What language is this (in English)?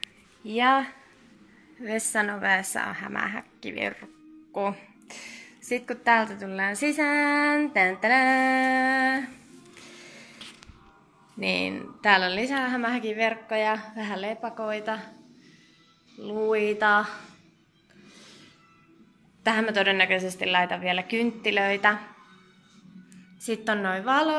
Finnish